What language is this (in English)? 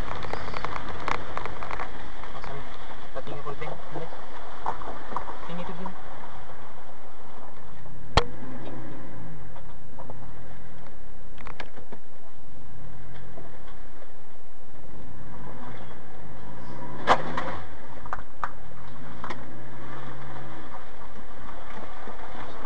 Indonesian